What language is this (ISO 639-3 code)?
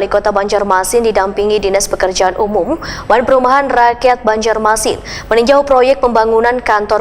bjn